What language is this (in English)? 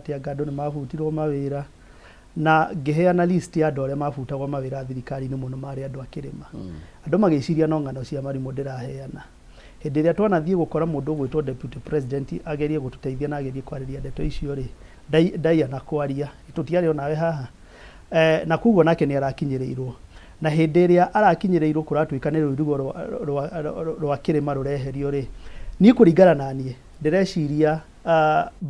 Kikuyu